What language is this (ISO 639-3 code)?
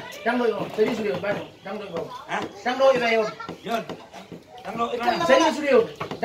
bbc